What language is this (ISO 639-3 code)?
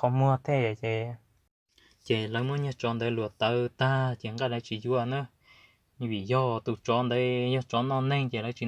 hmn